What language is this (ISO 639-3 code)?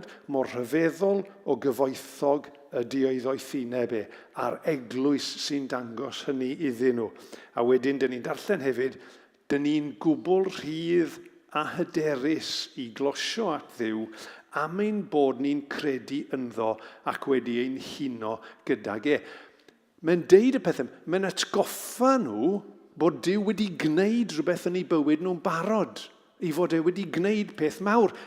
cym